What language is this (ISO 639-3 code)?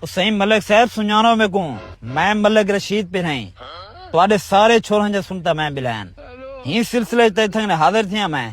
skr